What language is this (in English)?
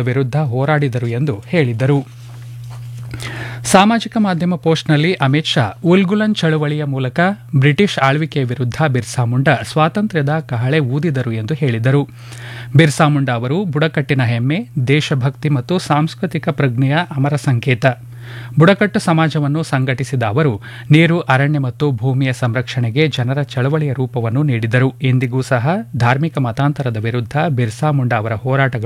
Kannada